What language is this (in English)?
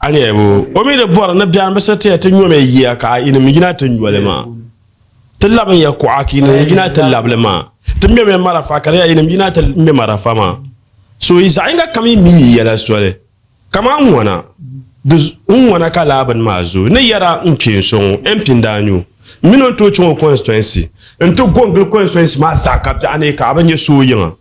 Dagbani